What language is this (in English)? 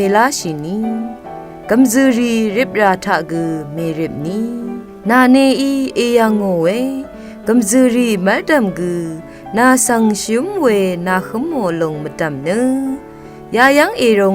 Rawang